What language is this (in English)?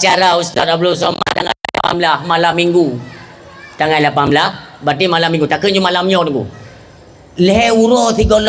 Achinese